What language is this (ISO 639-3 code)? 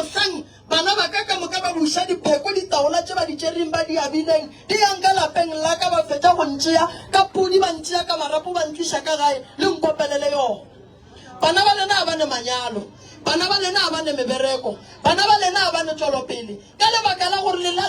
nso